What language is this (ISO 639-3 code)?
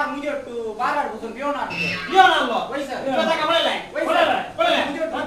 kok